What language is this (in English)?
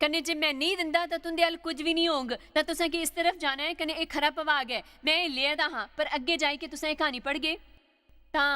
Dogri